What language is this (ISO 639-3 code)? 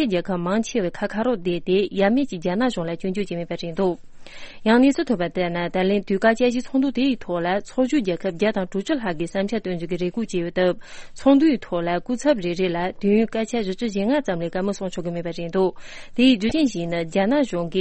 bod